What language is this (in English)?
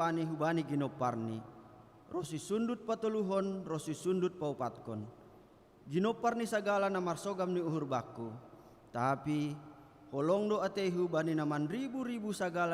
Batak Simalungun